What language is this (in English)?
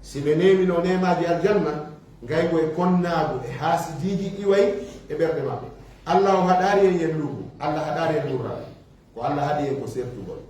Fula